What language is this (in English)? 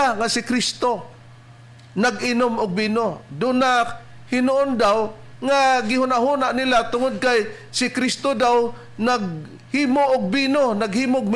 Cebuano